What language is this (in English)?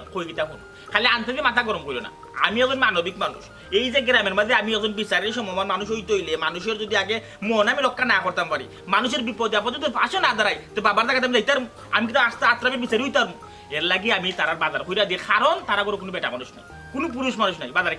Sylheti